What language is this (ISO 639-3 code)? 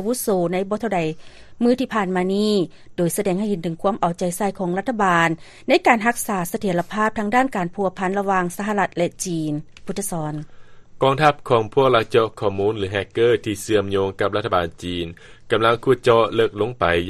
lao